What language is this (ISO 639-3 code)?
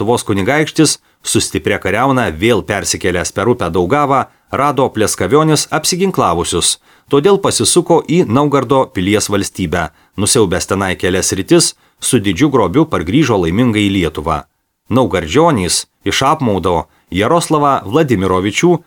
lit